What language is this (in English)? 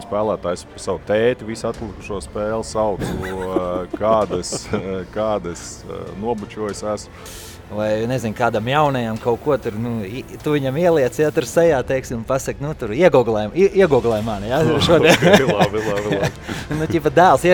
Latvian